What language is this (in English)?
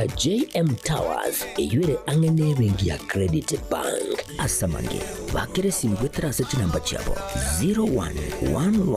Gusii